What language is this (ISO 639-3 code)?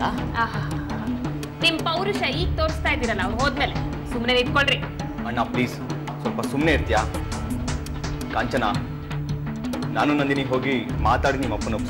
kan